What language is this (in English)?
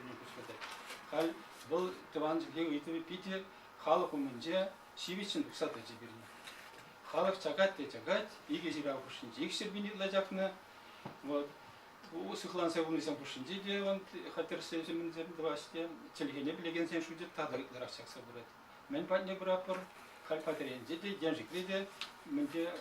Chuvash